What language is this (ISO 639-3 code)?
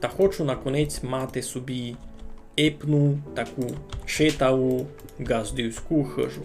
rue